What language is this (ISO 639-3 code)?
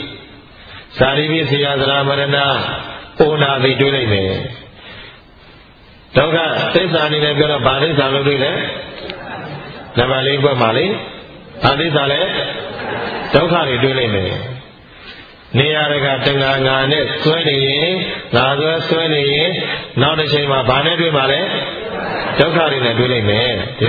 mya